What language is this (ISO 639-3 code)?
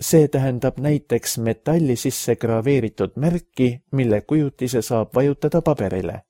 est